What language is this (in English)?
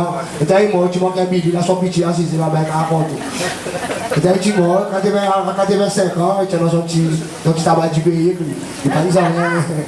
Seselwa Creole French